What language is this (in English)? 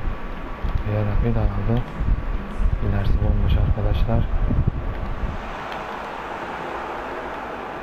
Turkish